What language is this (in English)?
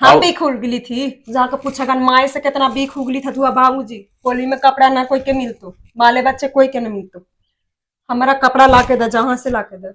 Magahi